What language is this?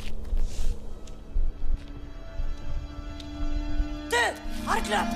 Afrikaans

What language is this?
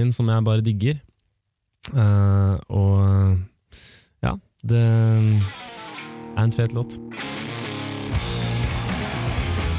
Norwegian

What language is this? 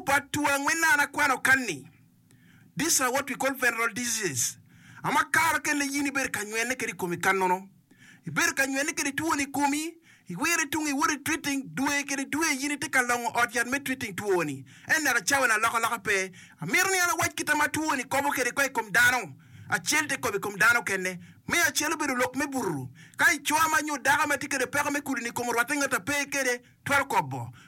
Acoli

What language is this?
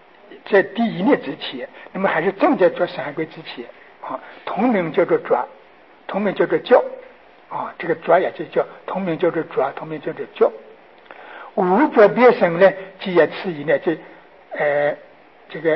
Chinese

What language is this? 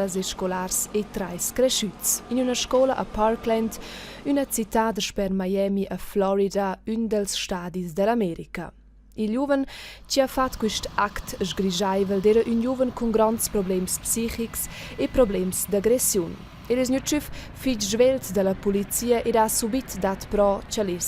Romansh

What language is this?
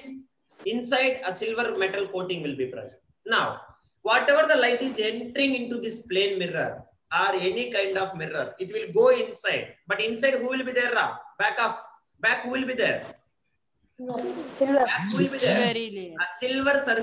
English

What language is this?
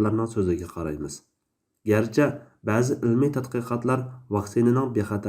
Uyghur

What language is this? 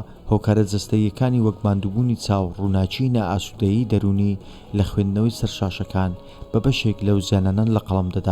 Central Kurdish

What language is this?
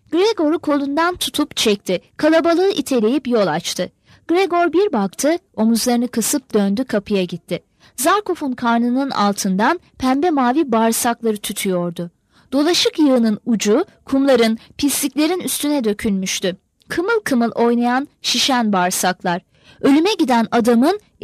Turkish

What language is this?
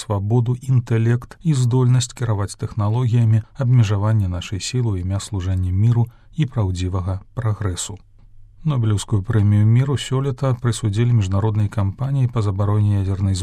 Belarusian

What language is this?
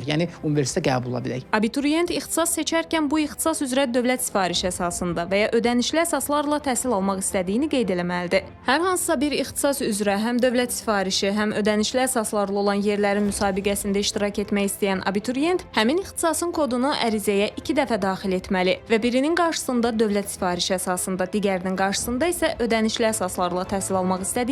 Azerbaijani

